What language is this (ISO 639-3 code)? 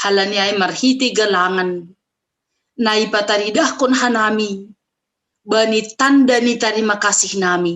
bts